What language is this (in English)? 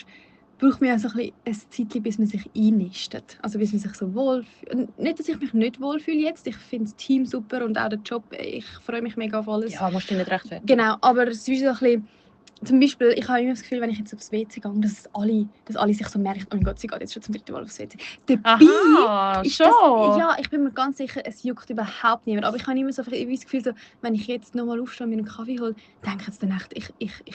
Swiss German